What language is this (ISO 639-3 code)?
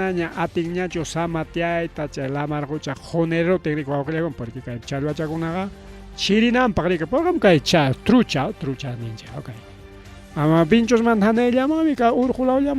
quy